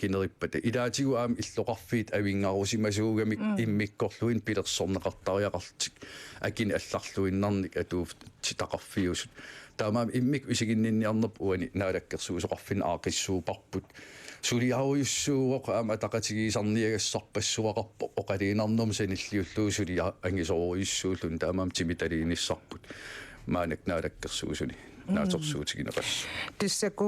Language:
Kalaallisut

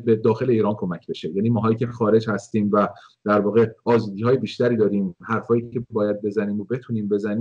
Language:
Persian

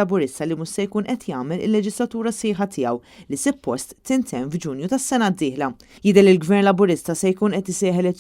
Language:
Maltese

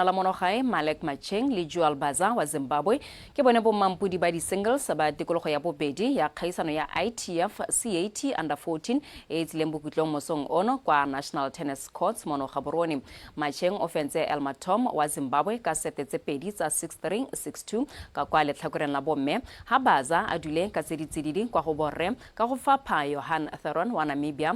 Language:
Tswana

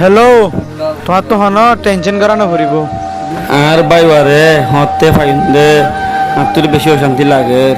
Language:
Rohingya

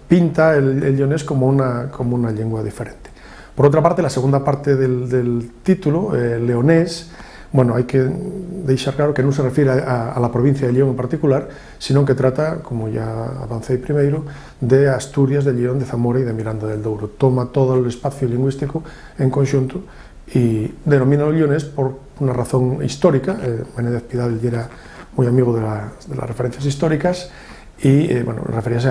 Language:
Asturian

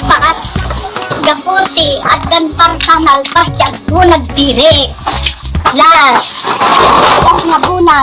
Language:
Iloko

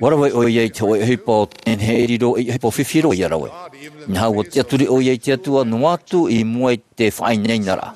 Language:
Tahitian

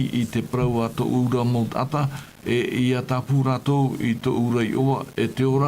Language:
Tahitian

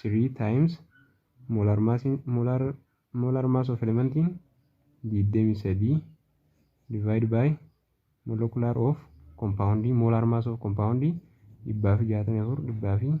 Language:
Oromo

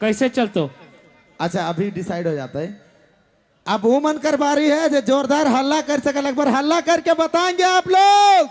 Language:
Sadri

